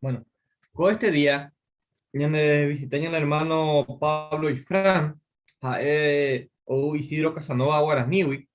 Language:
Guarani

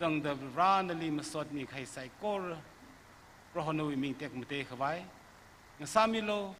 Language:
Tangkhul Naga (India)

